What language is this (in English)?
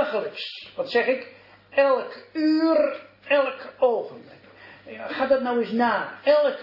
Dutch